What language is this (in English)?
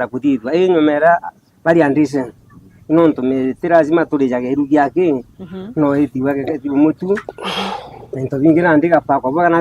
Meru